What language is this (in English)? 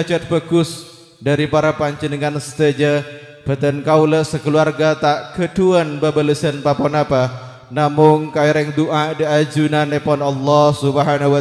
Madurese